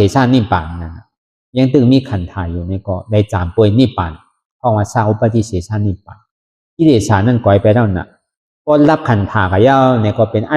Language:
Shan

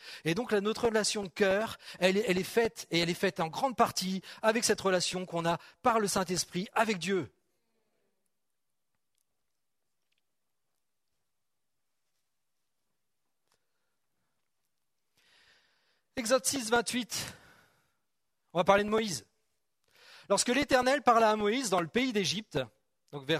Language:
French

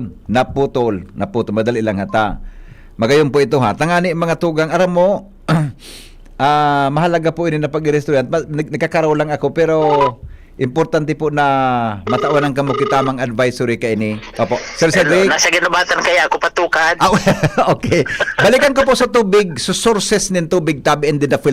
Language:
Bikol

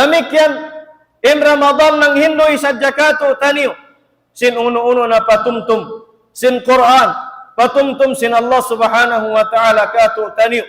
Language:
Tausug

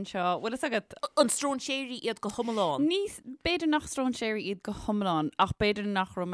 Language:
Irish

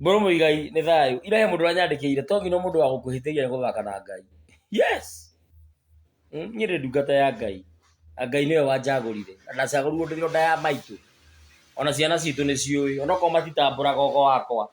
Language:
Kikuyu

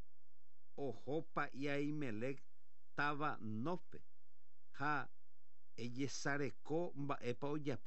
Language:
Guarani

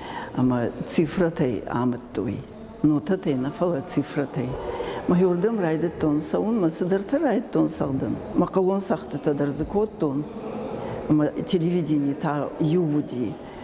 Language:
Ossetic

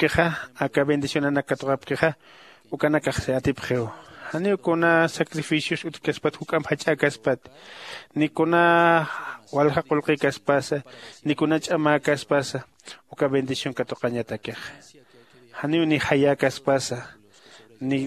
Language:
Aymara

